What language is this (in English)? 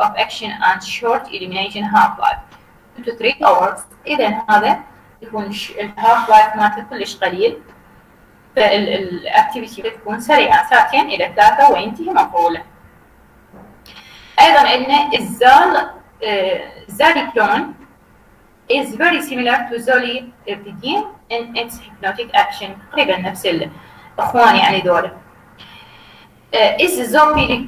Mesopotamian Arabic